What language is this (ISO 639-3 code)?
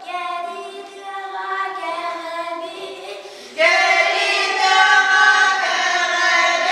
sah